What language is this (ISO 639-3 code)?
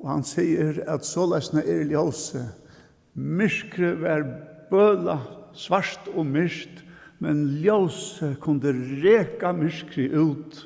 fao